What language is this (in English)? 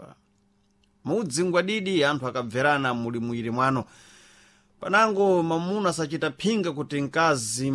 Sena